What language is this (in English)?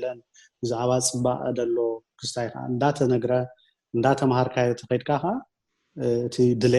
Tigrinya